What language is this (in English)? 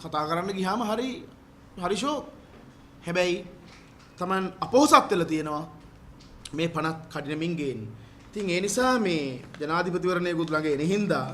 Sinhala